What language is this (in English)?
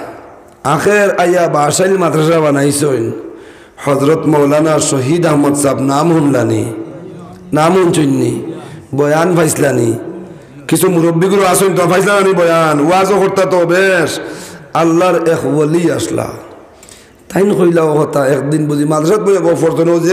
Sylheti